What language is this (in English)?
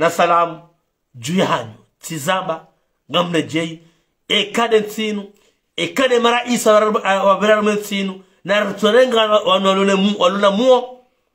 Ngazidja Comorian